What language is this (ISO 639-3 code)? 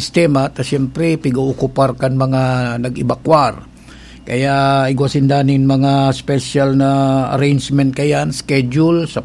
bik